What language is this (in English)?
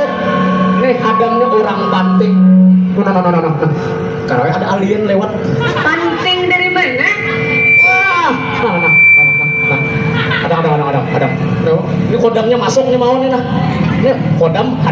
Banjar